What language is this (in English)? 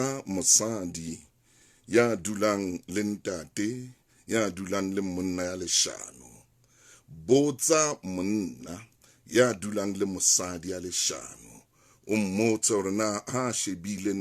Southern Sotho